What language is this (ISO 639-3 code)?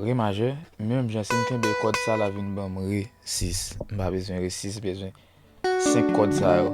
hat